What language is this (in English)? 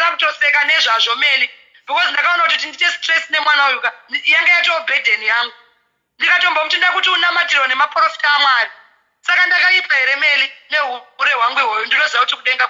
Shona